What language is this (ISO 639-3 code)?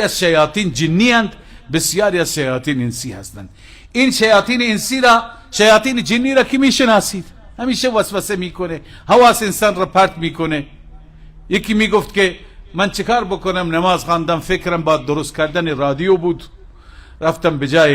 fas